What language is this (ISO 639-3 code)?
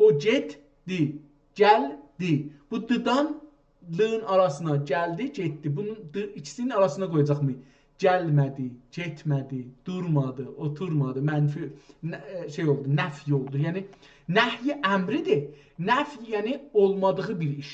azb